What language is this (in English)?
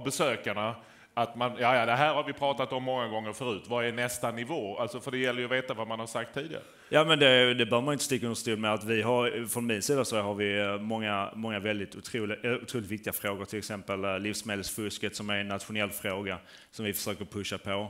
Swedish